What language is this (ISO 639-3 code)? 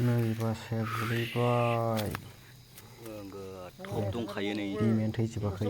brx